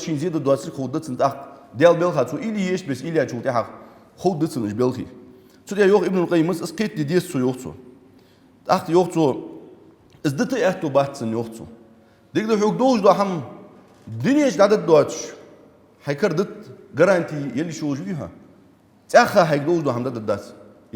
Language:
Ingush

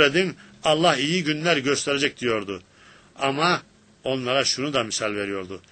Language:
Turkish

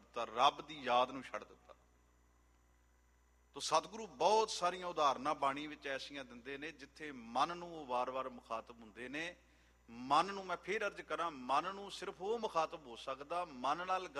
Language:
Punjabi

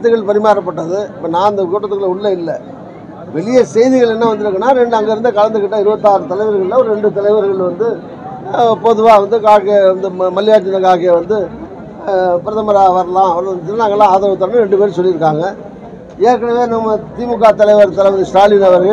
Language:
Tamil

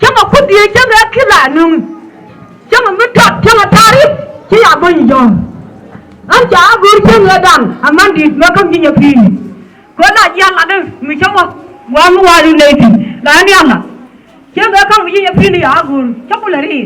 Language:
Nuer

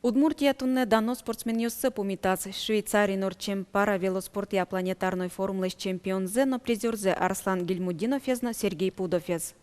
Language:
Udmurt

